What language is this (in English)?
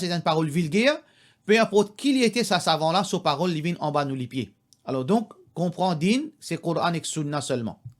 Morisyen